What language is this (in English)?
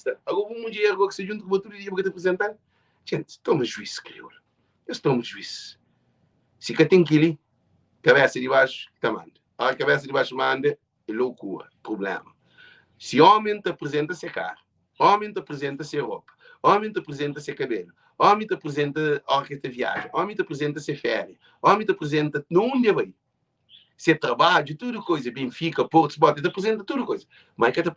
Kabuverdianu